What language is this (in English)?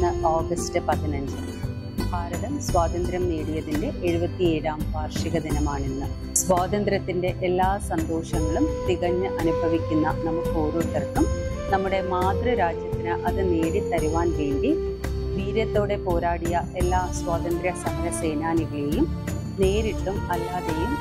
Malayalam